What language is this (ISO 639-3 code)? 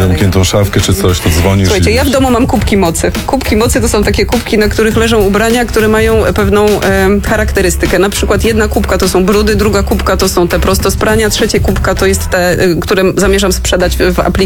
pol